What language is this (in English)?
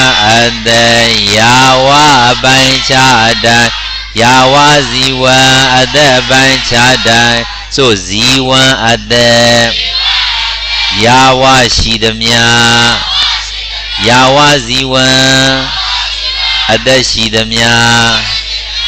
Burmese